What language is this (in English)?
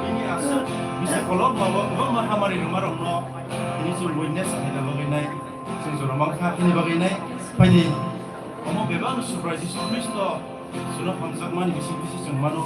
Kok Borok